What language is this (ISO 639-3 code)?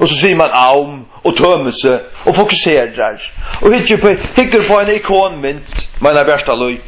fao